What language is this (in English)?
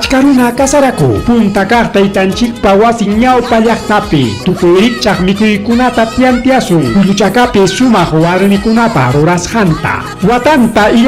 Ayacucho Quechua